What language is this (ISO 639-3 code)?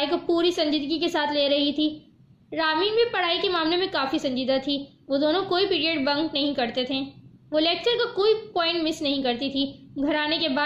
urd